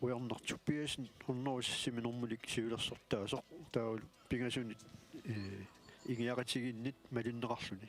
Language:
Kalaallisut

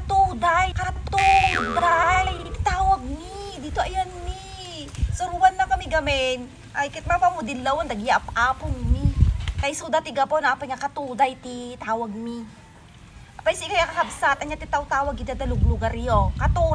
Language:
Iloko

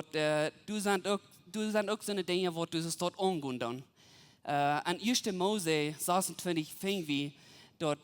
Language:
Plautdietsch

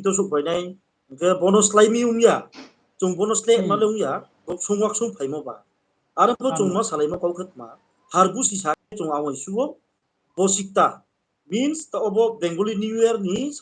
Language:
Riang (India)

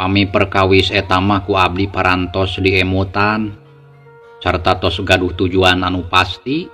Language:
Sundanese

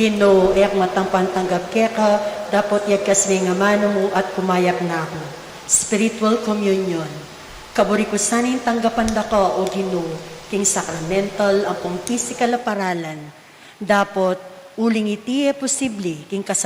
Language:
Pampanga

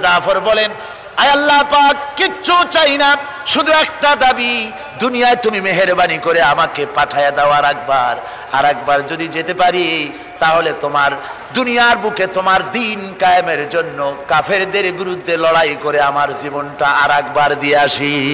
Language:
Bangla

